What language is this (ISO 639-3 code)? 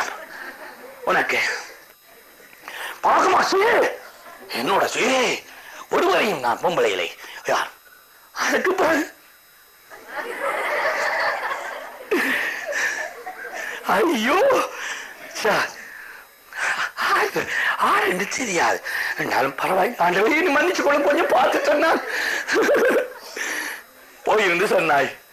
tam